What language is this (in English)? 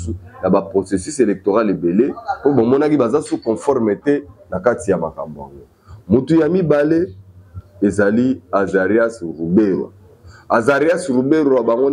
Lingala